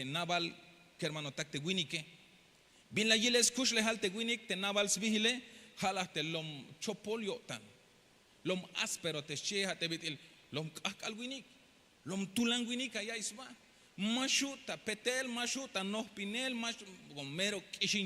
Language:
Tzeltal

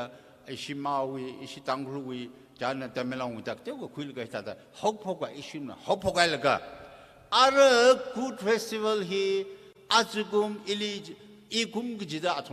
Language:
Tangkhul Naga (India)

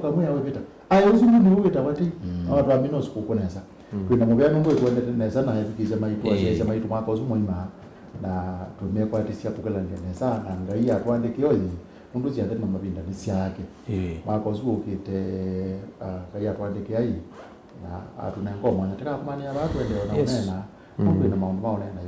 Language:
Kamba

